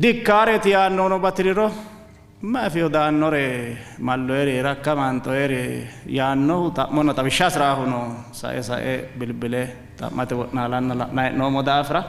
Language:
Sidamo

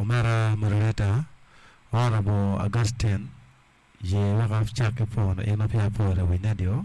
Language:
Acoli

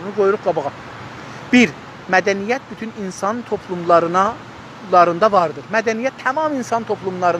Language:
South Azerbaijani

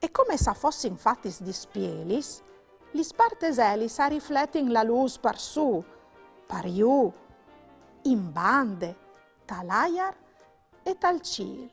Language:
Friulian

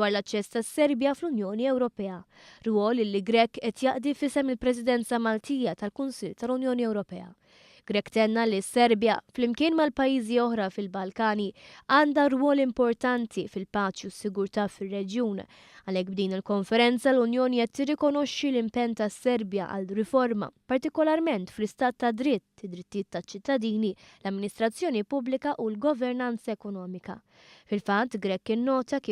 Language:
Maltese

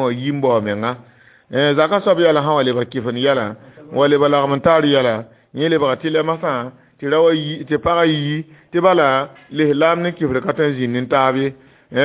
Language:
Mossi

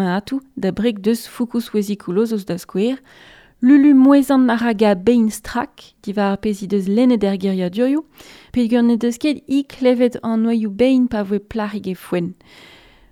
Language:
Breton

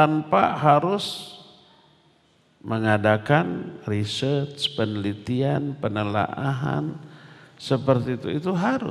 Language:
Indonesian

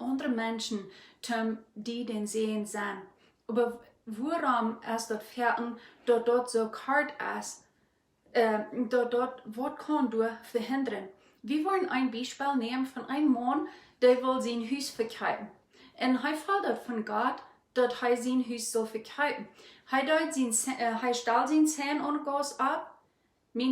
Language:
Plautdietsch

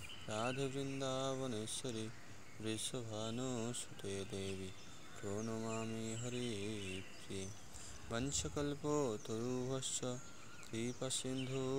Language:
Bangla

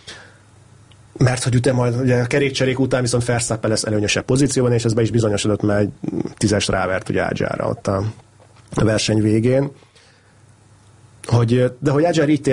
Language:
Hungarian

